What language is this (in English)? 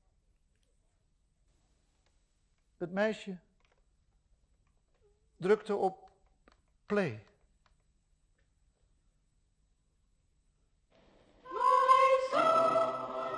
Dutch